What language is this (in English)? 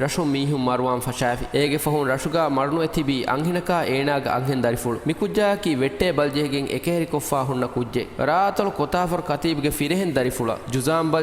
Divehi